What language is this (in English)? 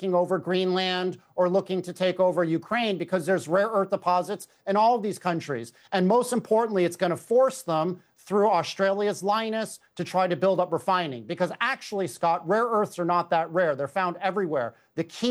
English